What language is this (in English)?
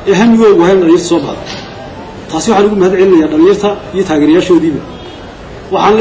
Somali